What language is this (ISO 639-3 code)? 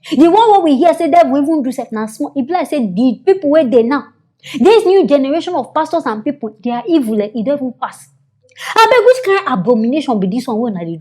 pcm